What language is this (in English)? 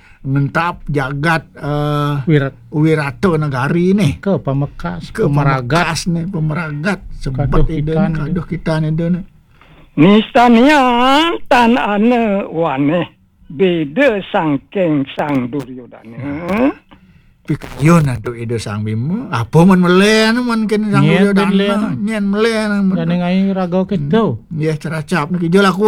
Balinese